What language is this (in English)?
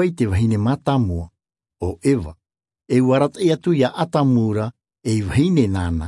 Tahitian